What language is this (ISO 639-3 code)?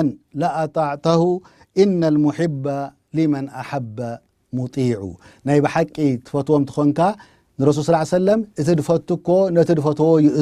tir